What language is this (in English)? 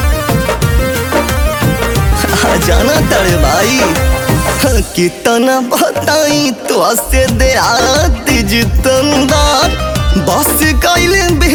Bhojpuri